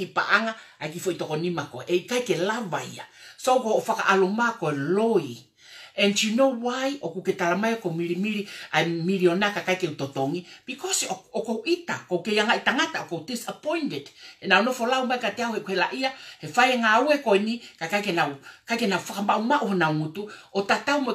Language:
Tongan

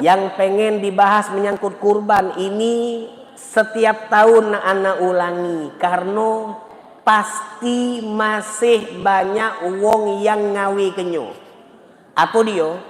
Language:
Musi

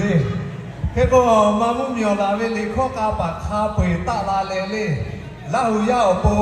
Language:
Lahu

